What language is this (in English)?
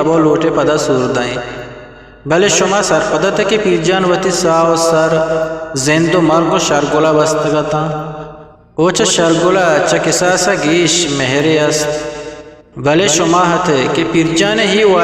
Eastern Balochi